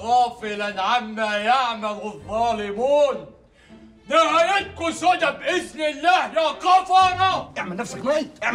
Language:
Egyptian Arabic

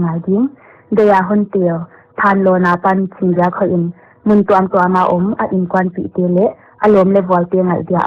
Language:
Paite Chin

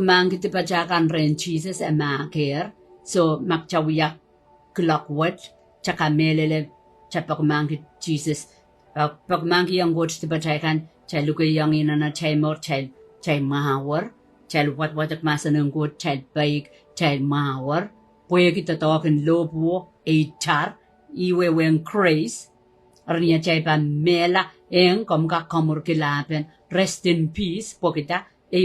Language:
Pohnpeian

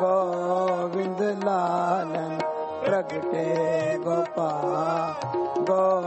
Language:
Punjabi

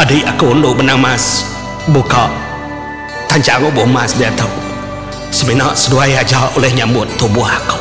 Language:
Iban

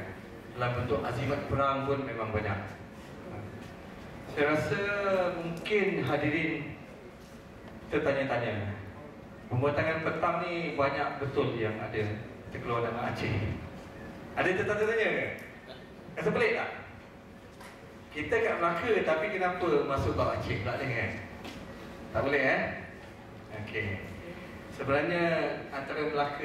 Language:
Malay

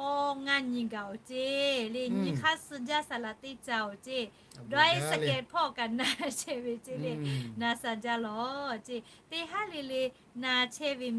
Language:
Lahu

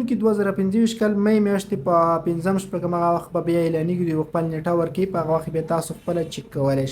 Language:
Pashto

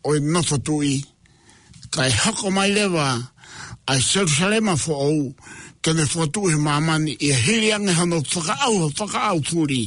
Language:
Tongan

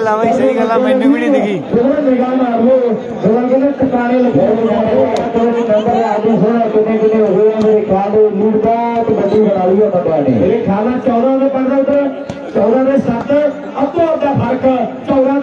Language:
Punjabi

